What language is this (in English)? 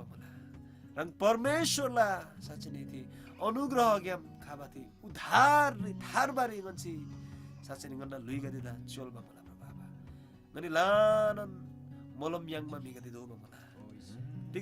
Eastern Tamang